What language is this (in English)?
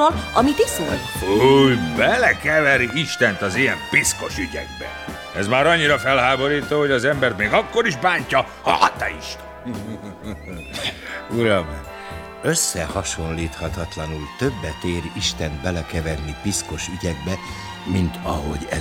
Hungarian